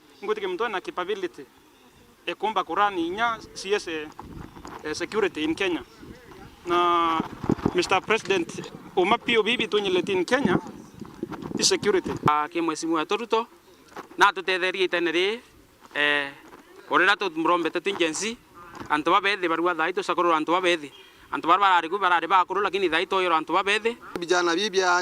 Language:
Meru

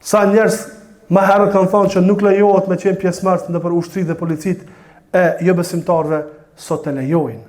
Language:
Albanian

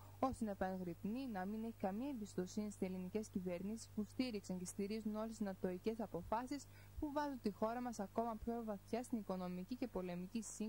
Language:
Greek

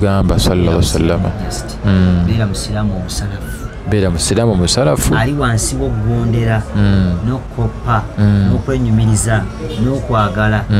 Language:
Ganda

